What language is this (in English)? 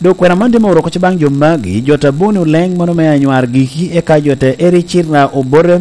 Lango (Uganda)